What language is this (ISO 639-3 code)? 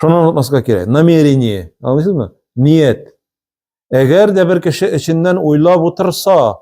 tat